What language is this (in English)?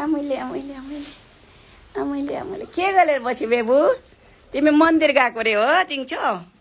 Nepali